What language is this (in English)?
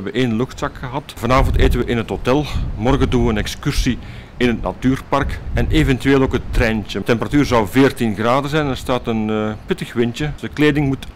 Dutch